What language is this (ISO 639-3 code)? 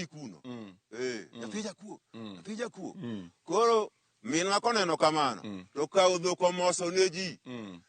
luo